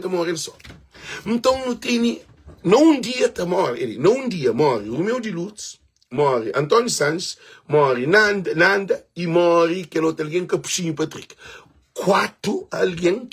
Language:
Kabuverdianu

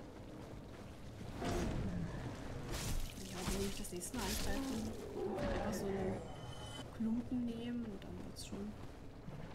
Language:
German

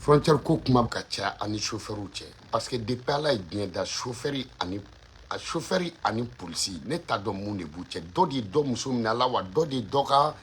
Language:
Bambara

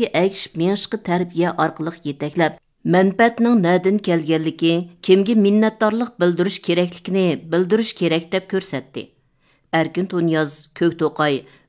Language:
Uyghur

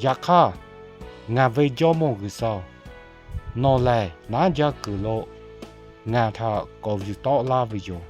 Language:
Lahu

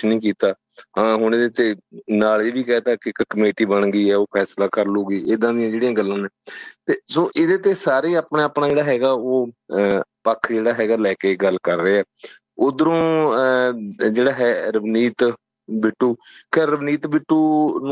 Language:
Punjabi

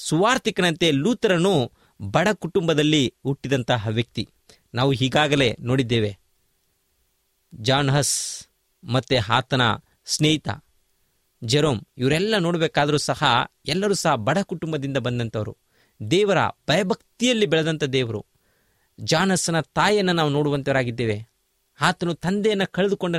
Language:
Kannada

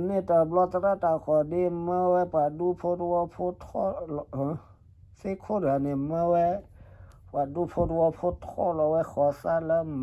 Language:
S'gaw Karen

